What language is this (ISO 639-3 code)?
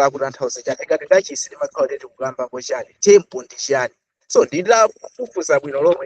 nya